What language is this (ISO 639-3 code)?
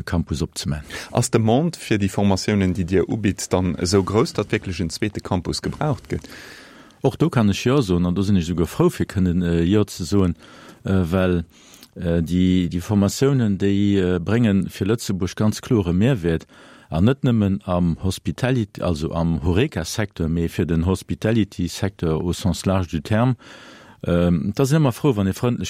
ltz